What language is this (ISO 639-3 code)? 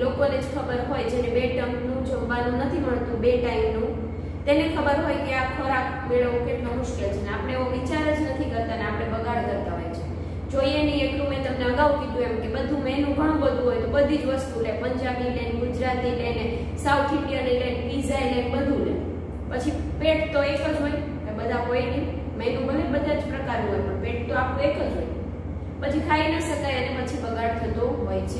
guj